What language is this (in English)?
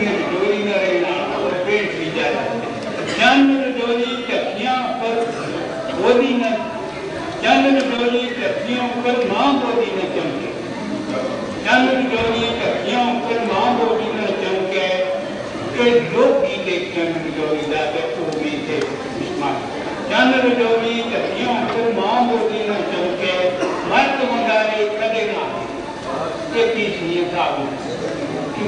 Urdu